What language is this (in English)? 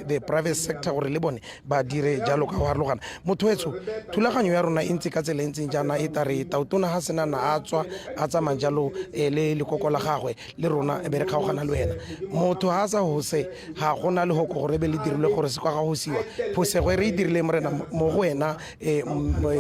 Tswana